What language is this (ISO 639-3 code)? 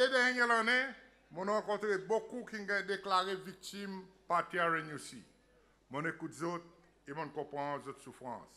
crs